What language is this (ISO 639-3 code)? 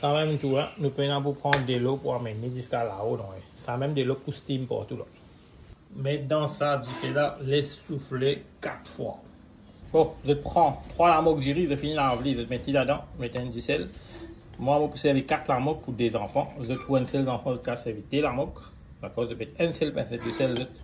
mfe